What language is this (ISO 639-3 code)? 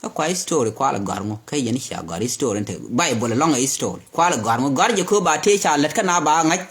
nus